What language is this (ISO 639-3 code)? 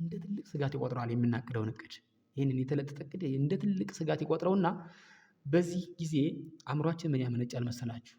amh